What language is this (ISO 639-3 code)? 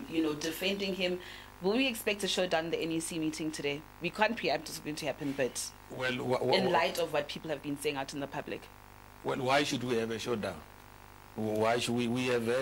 eng